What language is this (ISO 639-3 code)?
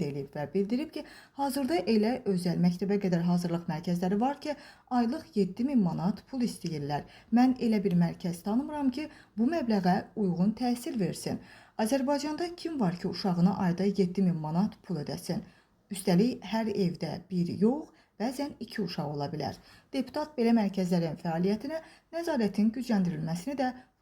aze